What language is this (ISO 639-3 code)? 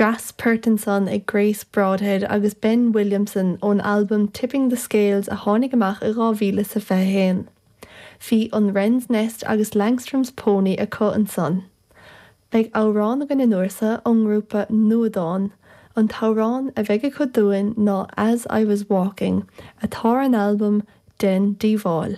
gle